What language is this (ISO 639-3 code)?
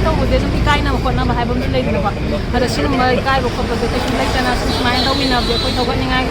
mni